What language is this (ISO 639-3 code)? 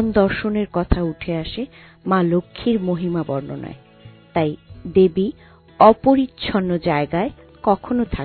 ben